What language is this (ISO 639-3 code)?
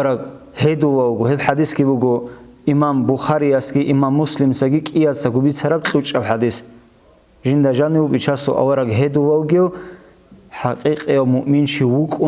ava